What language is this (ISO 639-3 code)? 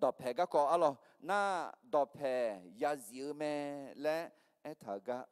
ahk